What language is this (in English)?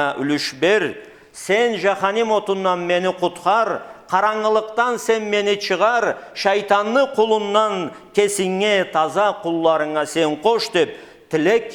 Karachay-Balkar